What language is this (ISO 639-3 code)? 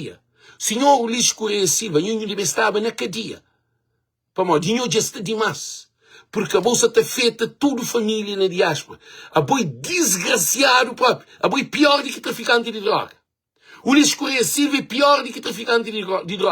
kea